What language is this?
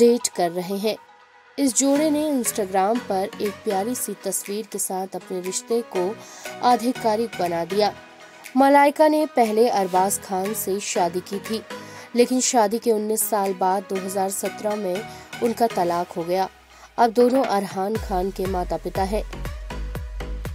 Hindi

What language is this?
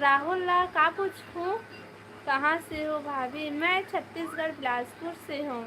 Chhattisgarhi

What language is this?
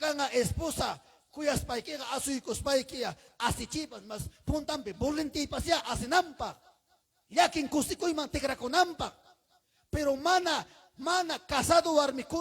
Ayacucho Quechua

